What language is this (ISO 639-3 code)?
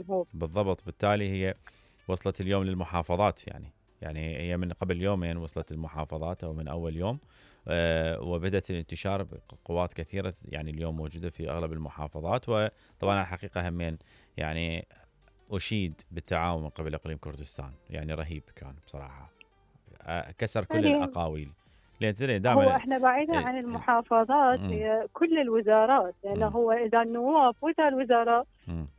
acm